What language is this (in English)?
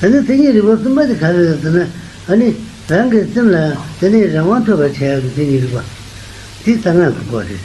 Tibetan